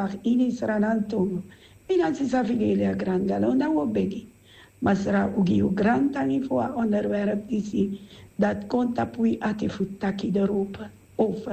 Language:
Sranan Tongo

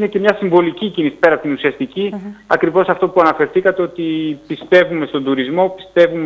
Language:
Greek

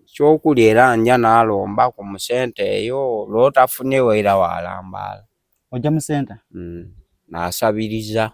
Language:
Soga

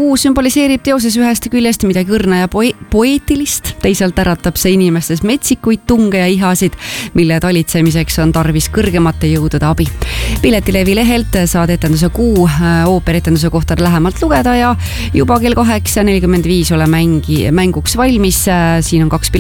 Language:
Estonian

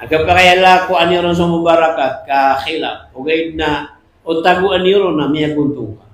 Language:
Maranao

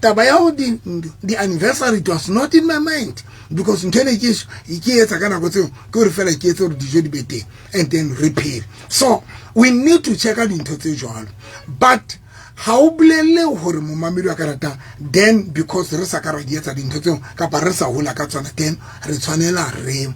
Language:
Southern Sotho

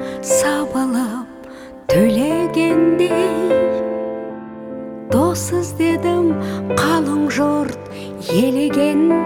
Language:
Kazakh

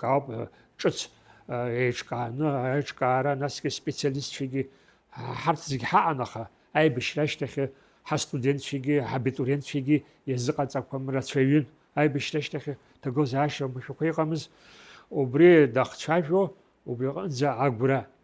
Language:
Abkhazian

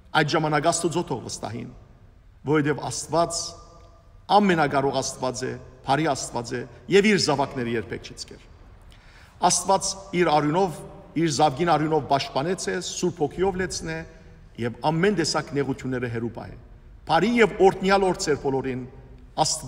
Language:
Western Armenian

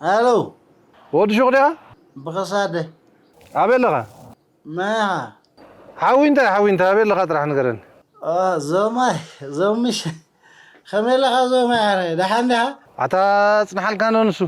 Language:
Tigrinya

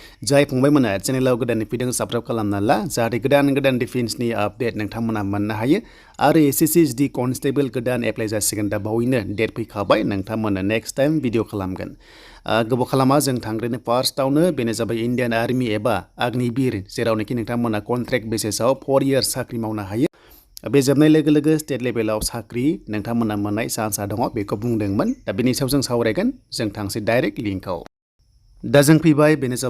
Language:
Bodo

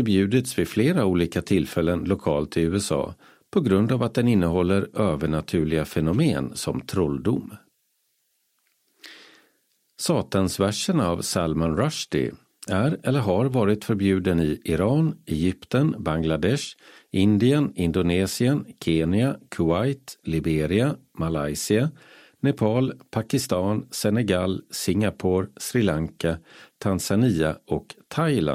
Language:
Swedish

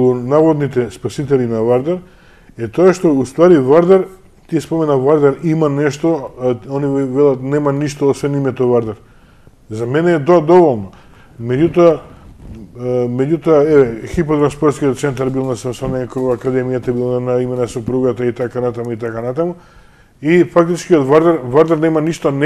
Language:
Macedonian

